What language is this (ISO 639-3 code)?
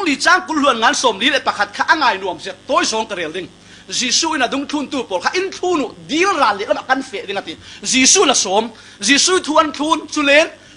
cfm